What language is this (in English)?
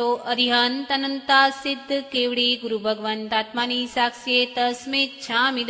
Gujarati